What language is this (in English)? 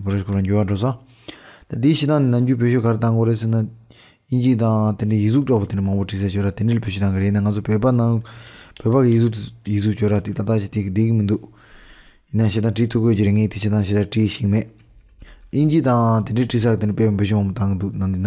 Tibetan